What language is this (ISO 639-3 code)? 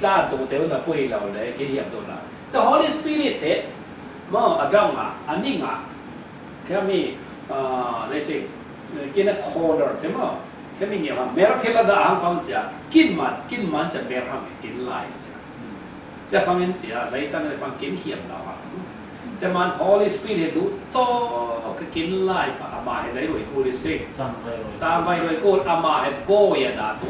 cfm